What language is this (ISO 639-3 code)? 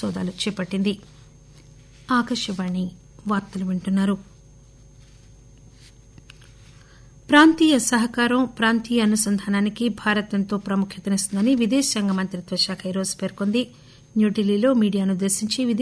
tel